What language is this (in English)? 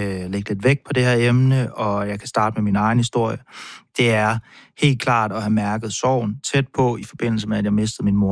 Danish